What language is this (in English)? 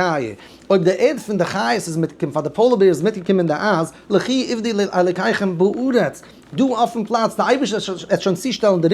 Yiddish